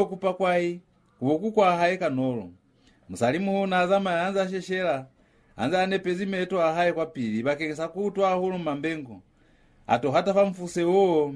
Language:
Lozi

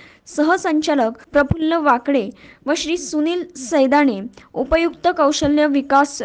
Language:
Marathi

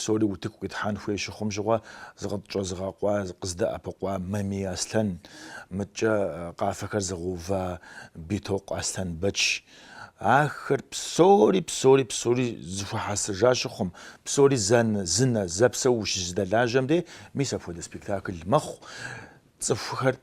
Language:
Kabardian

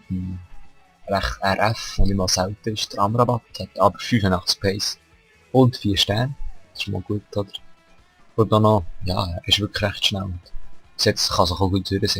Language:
Swiss German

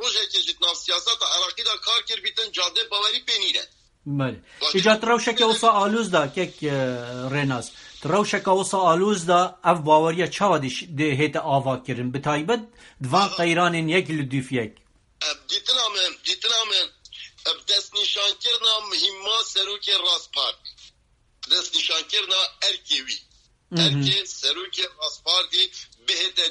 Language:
Kurdish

